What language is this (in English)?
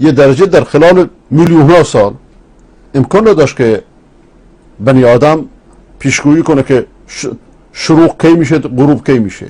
Persian